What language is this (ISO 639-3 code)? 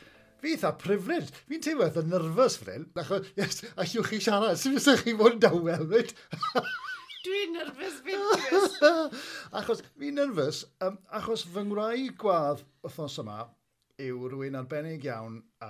cym